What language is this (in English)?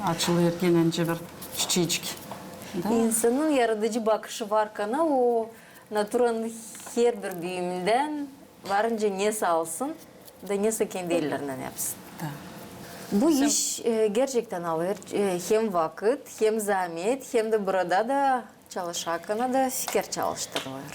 Gagauz